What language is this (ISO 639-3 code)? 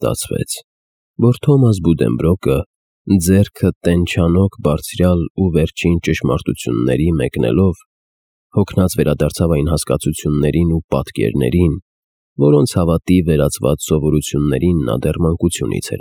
hye